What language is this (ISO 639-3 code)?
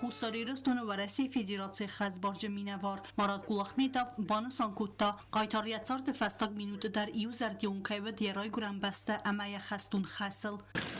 oss